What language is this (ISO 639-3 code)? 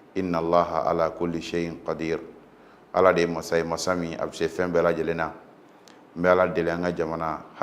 bam